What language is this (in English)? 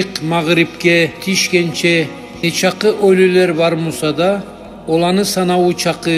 Kumyk